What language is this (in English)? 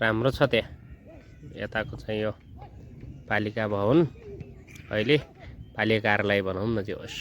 Nepali